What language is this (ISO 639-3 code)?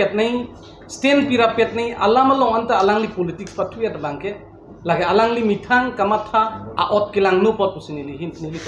mjw